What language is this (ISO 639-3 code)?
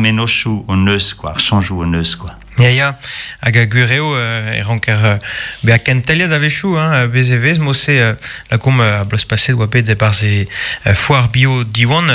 bre